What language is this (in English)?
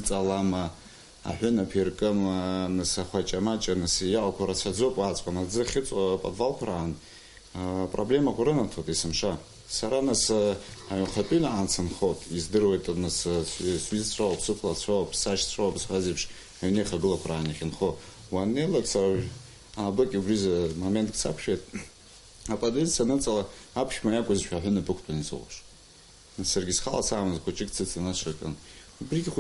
Abkhazian